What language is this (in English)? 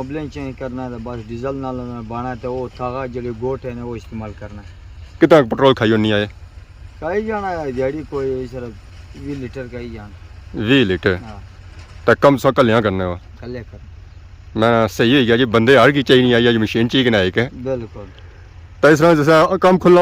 Pahari-Potwari